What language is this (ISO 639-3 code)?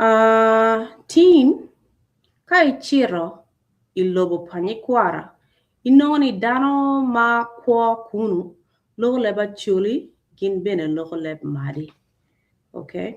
ach